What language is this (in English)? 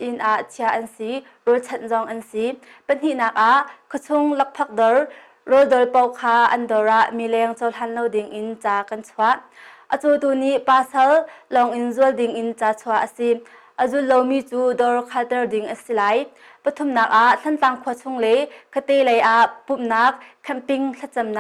Hakha Chin